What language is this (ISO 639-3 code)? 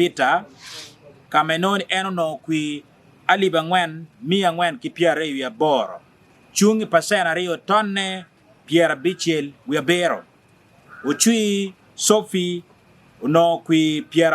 ach